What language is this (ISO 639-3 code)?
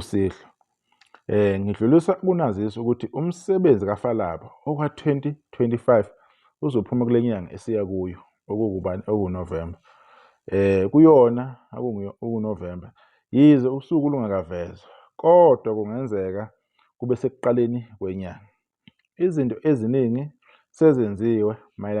zul